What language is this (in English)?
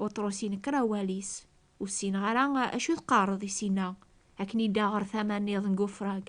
Kabyle